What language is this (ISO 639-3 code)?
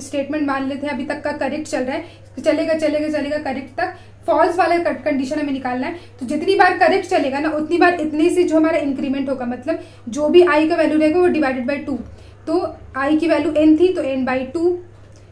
hin